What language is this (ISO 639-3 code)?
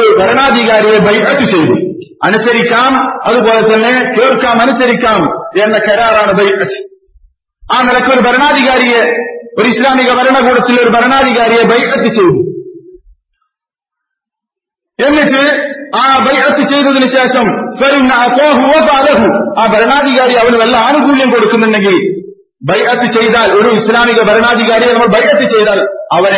mal